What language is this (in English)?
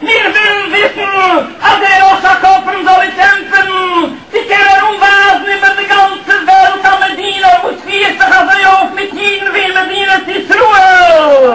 Yiddish